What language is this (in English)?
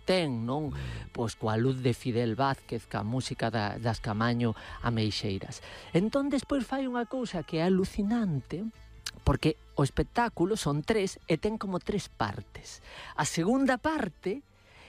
Galician